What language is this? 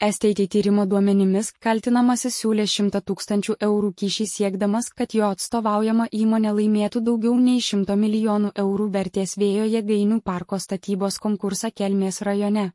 Lithuanian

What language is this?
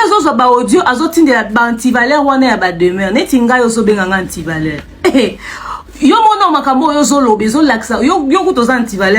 Lingala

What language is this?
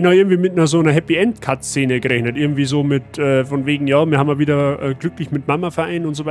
Bavarian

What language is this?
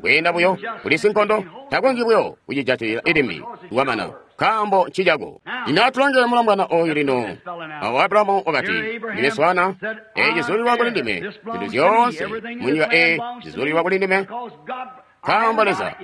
Tonga (Zambia)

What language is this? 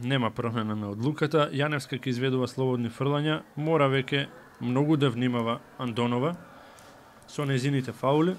Macedonian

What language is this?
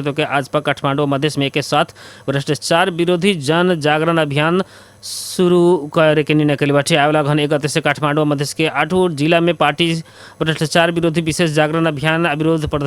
Bhojpuri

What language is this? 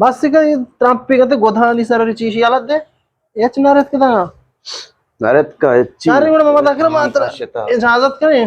Eastern Balochi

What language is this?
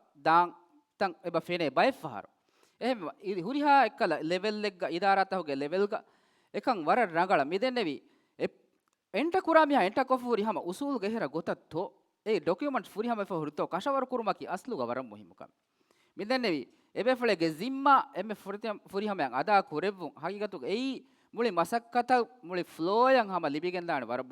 Divehi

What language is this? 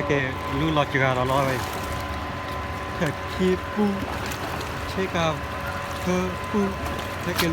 S'gaw Karen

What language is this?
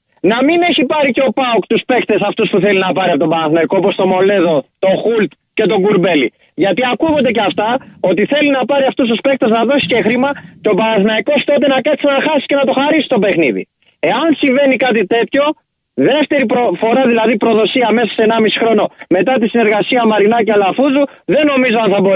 Greek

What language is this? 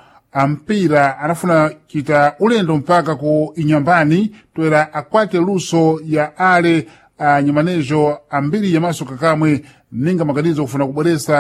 Sena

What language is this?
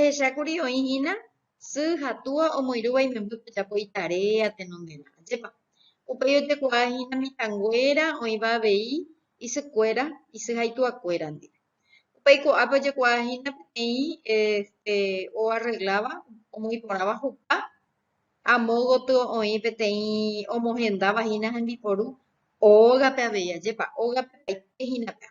Guarani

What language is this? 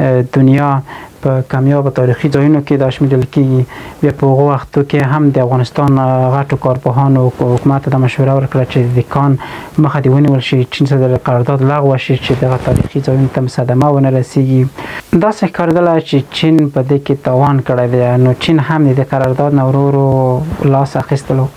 Pashto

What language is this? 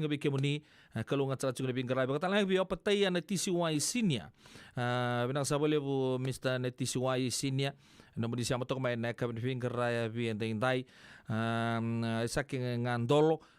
Fijian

